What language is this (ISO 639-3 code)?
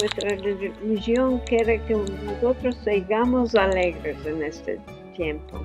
lad